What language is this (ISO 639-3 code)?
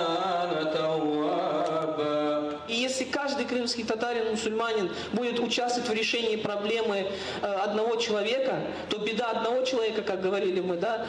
crh